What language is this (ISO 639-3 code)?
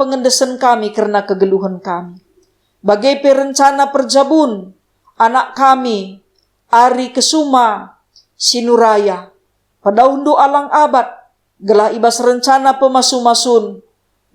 btx